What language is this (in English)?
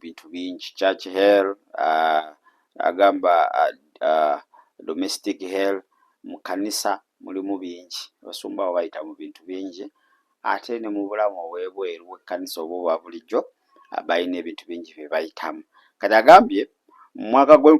Ganda